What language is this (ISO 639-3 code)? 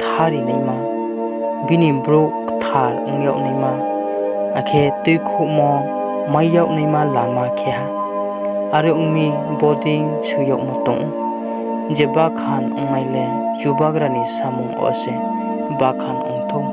ria